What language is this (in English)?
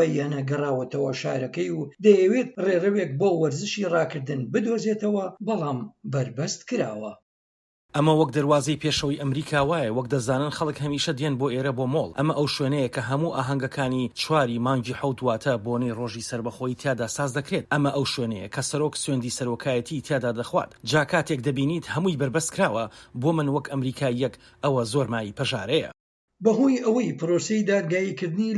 Central Kurdish